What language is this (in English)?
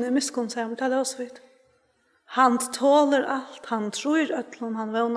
Faroese